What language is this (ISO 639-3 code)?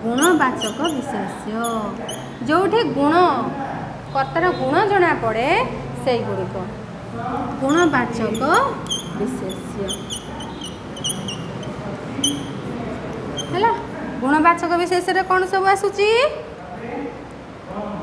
ori